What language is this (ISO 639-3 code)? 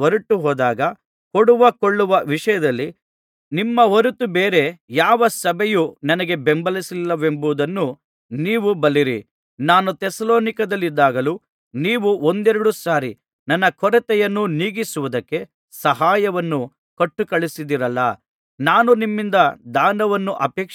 kan